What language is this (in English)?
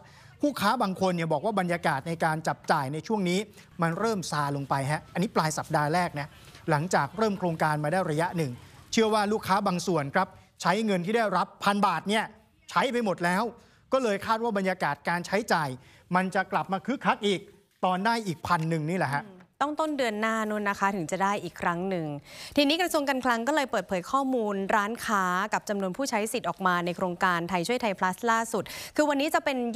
Thai